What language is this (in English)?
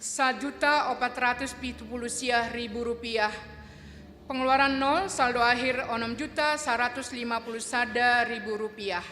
Batak Simalungun